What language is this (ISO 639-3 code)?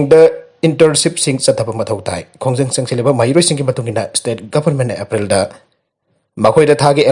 mni